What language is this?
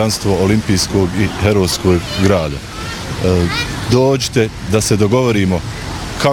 Bosnian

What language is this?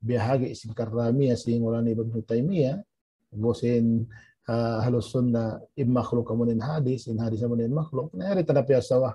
Tausug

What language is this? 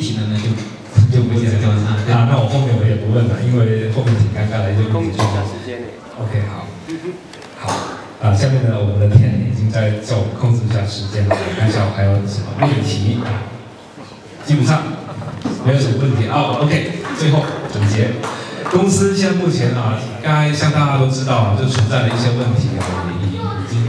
Chinese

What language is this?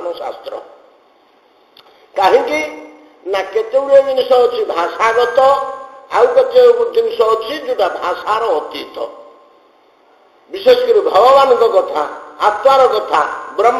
Odia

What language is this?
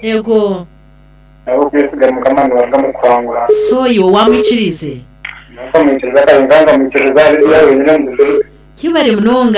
Nyankole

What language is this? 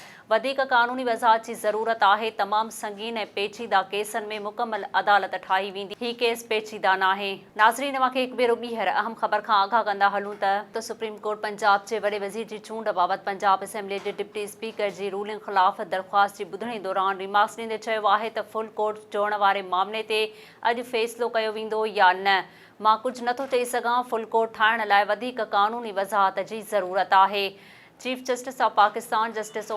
Sindhi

